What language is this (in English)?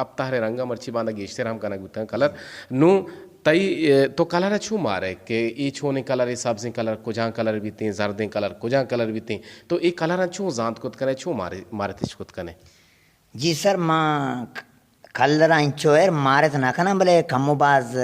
Eastern Balochi